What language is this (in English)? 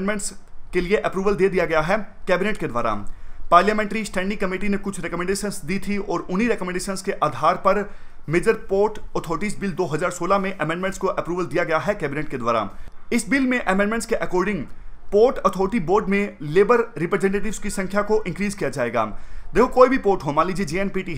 Hindi